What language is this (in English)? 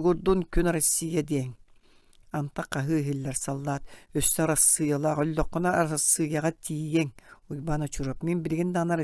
Yakut